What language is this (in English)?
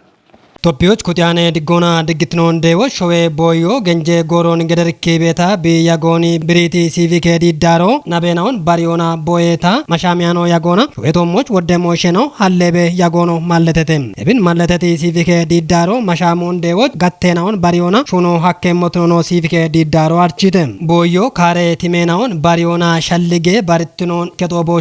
Kafa